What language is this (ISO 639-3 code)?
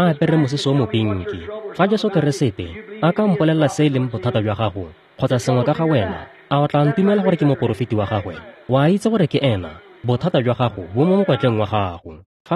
tsn